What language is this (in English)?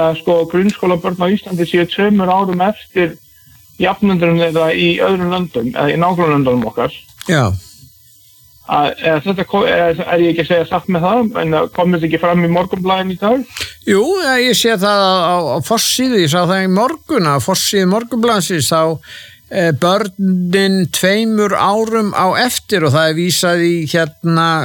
Icelandic